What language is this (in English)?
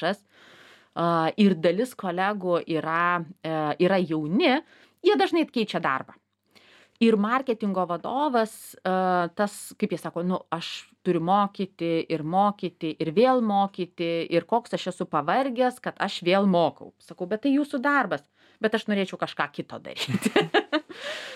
Lithuanian